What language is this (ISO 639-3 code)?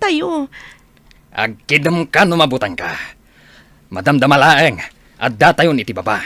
ilo